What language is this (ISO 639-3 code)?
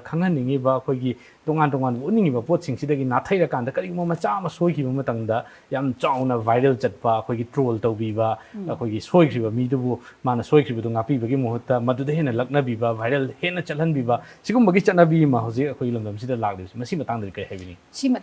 mni